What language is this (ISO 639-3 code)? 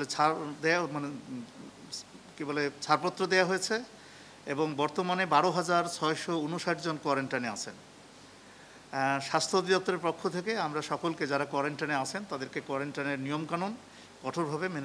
ben